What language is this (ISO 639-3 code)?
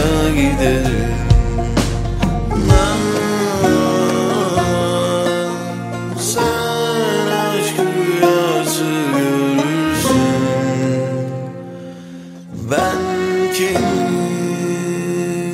tur